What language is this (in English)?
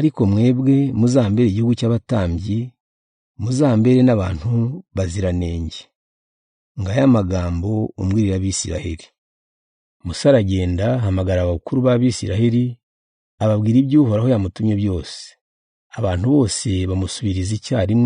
Kinyarwanda